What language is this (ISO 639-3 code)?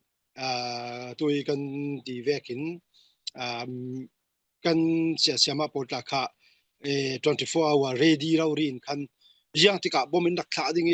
cfm